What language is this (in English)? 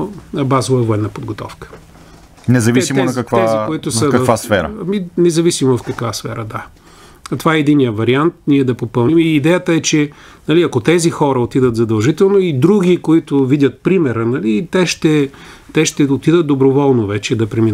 Bulgarian